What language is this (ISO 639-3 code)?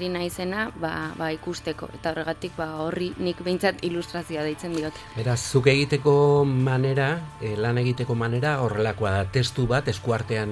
eus